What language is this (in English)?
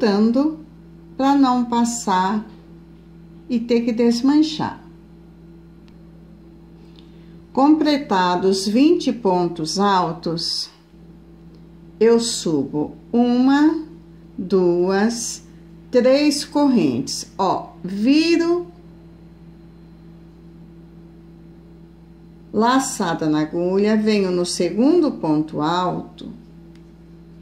Portuguese